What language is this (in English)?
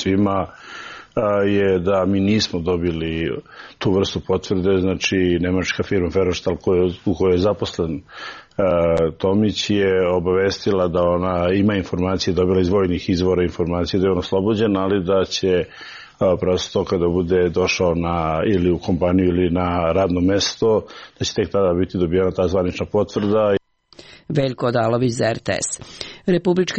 Serbian